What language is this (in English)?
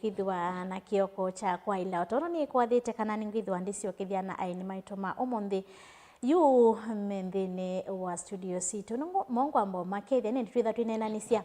Kamba